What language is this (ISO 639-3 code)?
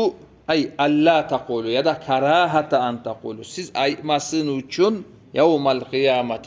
kum